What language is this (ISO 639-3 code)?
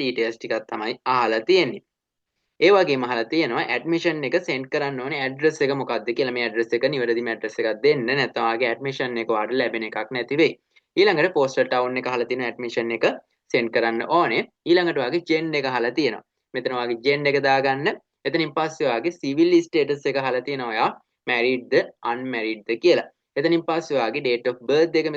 sin